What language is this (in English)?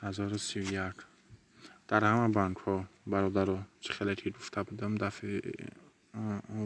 Tajik